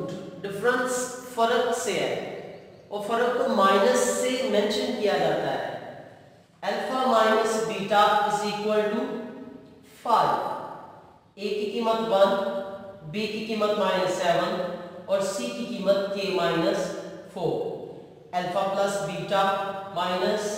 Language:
Hindi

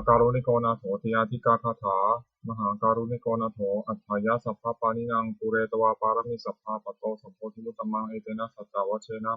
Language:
Pali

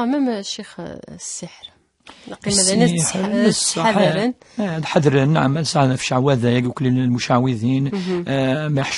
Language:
Kabyle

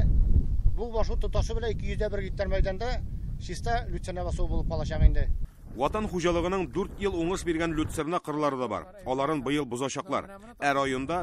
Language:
Tatar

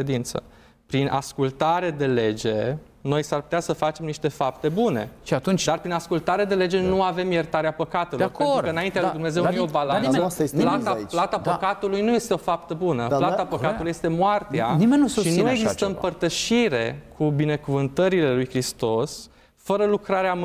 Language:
Romanian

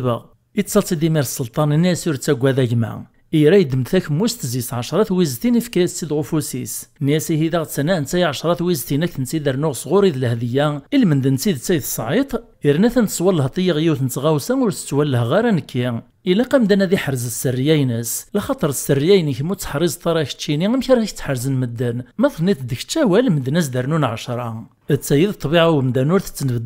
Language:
Kabyle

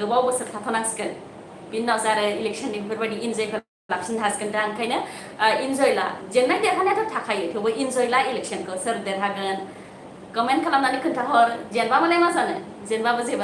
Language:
Bodo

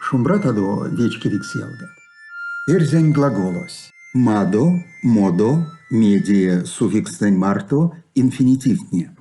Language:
Erzya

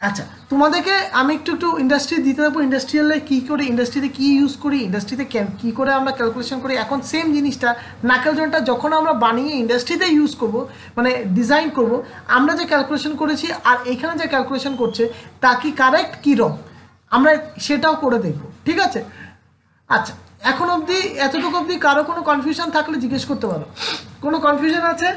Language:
Bangla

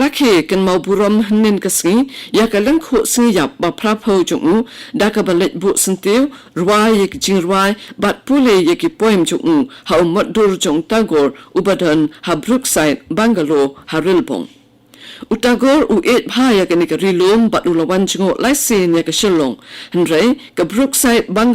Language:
Khasi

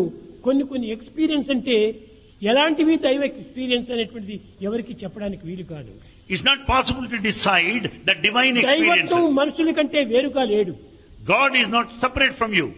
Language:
Telugu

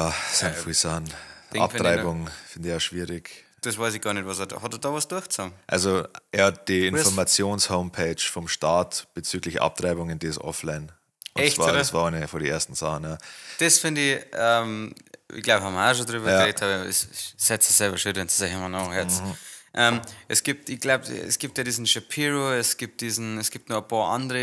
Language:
Bavarian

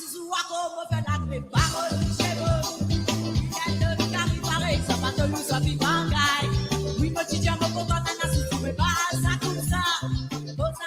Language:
Morisyen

